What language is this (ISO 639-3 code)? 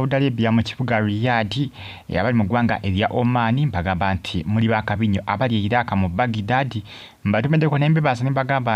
lug